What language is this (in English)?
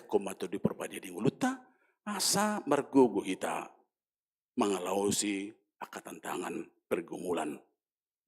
Batak Toba